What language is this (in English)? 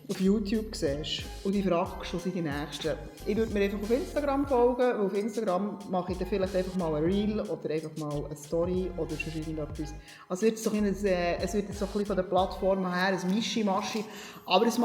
Swiss German